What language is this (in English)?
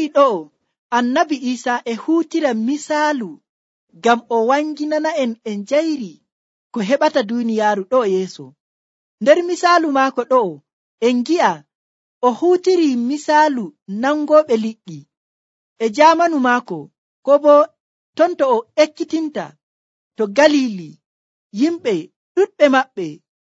Nigerian Fulfulde